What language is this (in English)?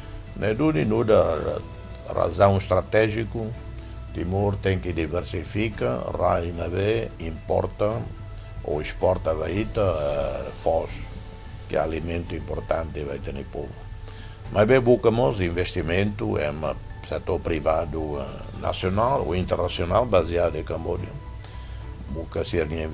Tetum